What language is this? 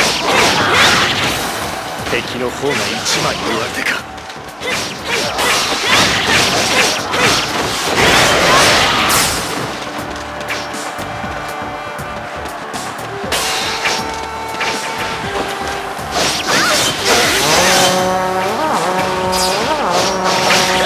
Japanese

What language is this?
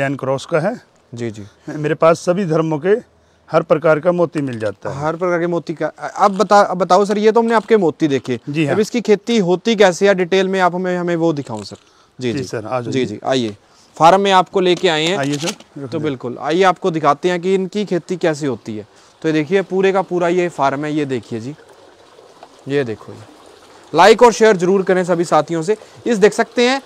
Hindi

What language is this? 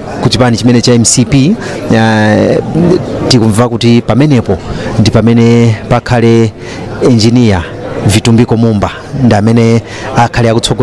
Nyanja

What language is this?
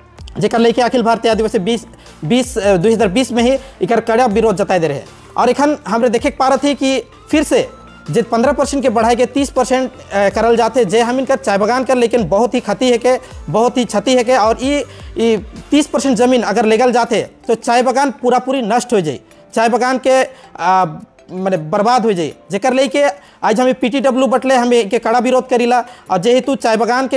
Sadri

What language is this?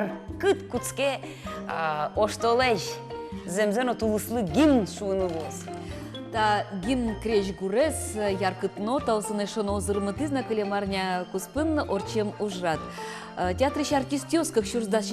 Udmurt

